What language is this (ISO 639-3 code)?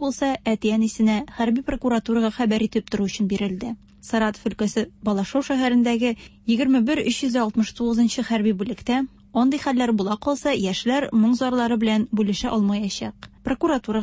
tat